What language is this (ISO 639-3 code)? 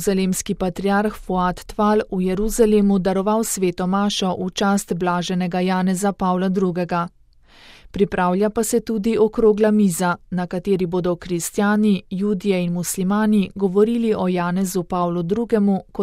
slv